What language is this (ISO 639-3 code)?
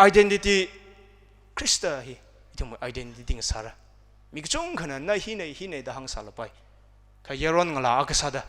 nmf